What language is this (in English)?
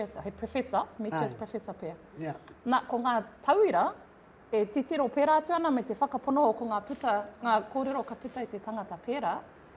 Māori